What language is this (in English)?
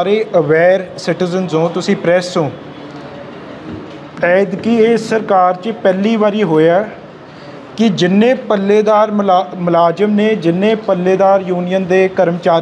Punjabi